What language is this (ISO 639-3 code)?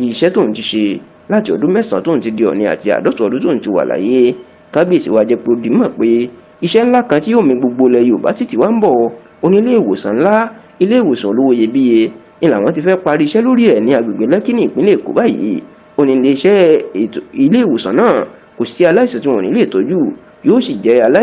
yor